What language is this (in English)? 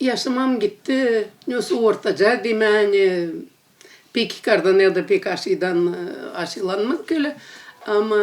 Gagauz